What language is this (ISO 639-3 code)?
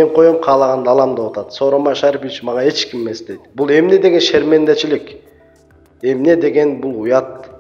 kir